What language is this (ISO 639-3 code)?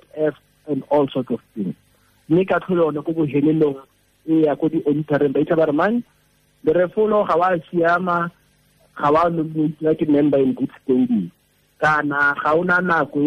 tsn